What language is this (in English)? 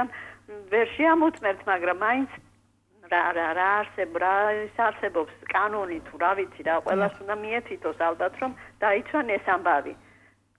Georgian